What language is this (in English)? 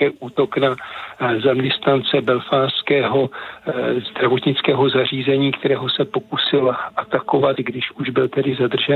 Czech